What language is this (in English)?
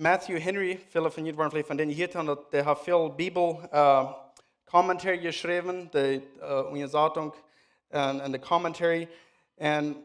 Plautdietsch